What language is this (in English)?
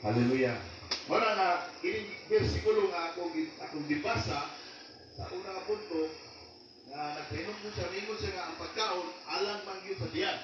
Cebuano